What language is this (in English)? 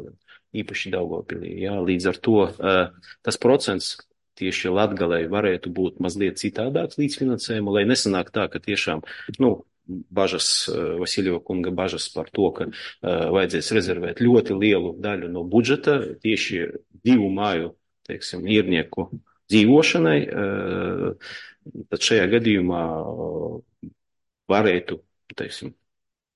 Latvian